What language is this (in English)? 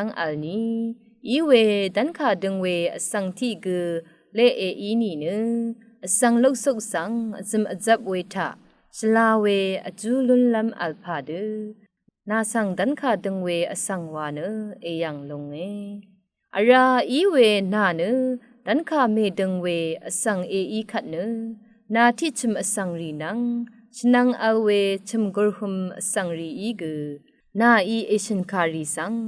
Rawang